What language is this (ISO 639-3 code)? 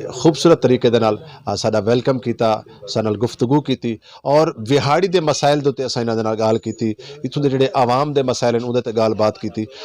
skr